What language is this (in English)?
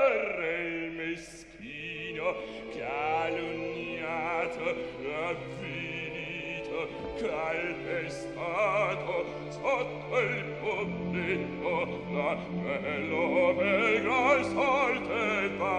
Italian